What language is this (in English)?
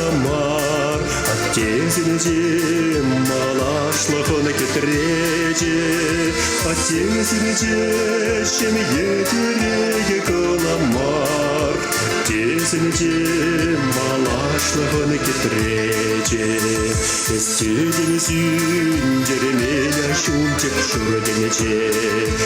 Chuvash